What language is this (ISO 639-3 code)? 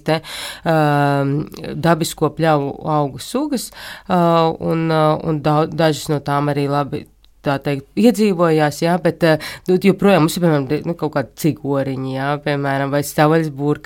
lav